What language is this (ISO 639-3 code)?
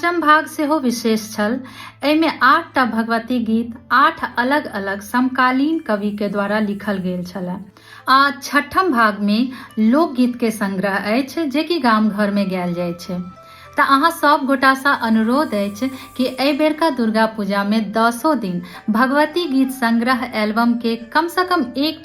mai